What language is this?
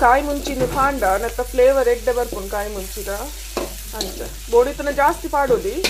Tulu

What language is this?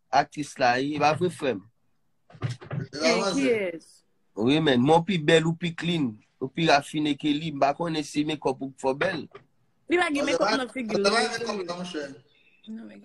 Haitian Creole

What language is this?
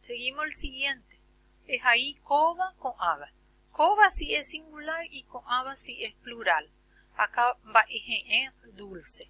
Guarani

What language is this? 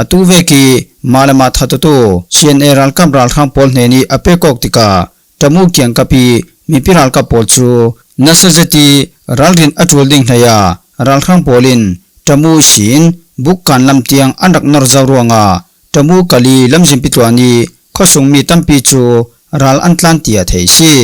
Falam Chin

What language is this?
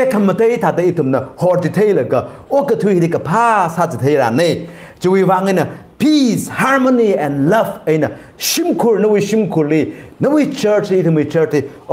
Tangkhul Naga (India)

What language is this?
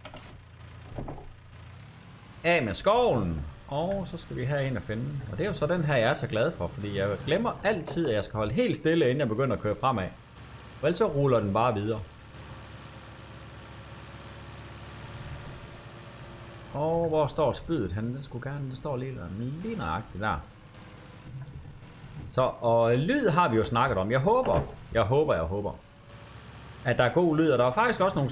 Danish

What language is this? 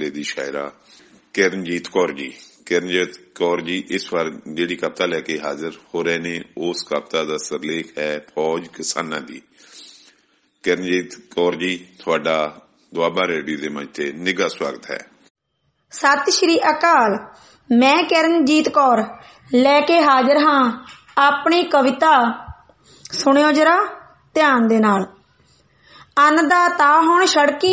Punjabi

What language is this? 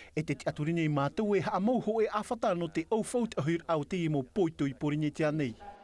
Tahitian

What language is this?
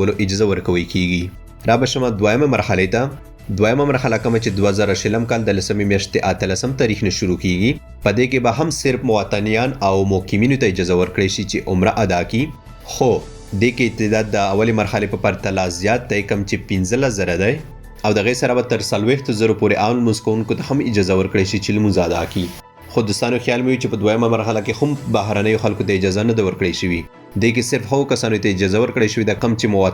Pashto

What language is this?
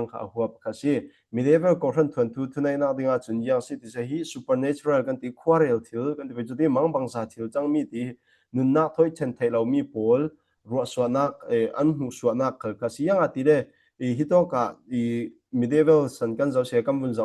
Falam Chin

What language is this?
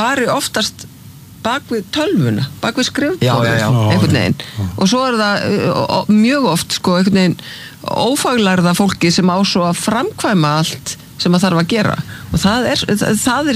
Icelandic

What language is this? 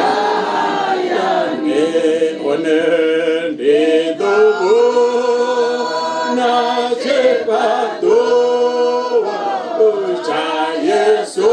Venda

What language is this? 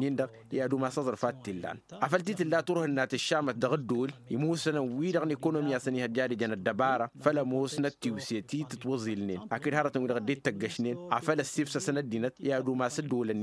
Tamasheq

